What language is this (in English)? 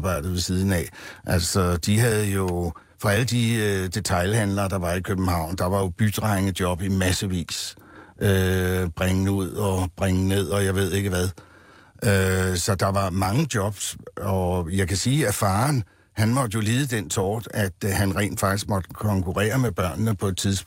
Danish